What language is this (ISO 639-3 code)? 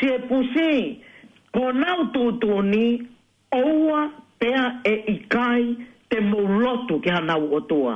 ton